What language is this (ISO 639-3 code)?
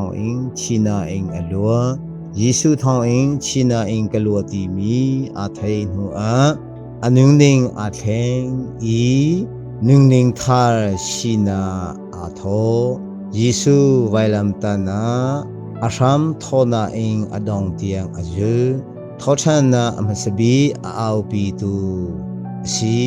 cnh